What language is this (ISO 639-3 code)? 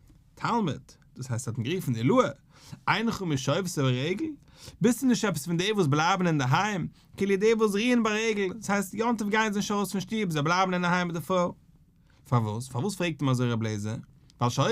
yid